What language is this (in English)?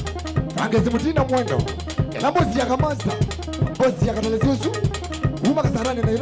Kamba